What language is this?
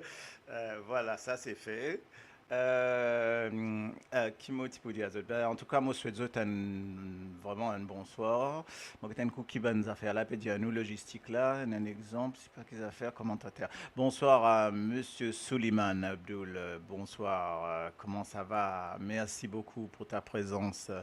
Morisyen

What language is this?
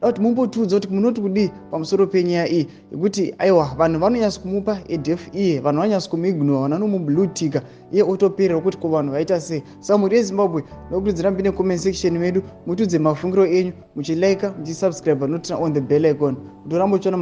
Shona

